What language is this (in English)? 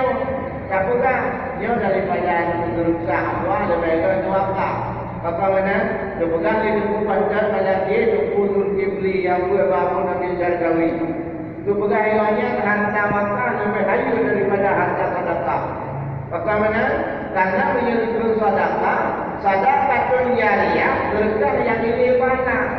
Achinese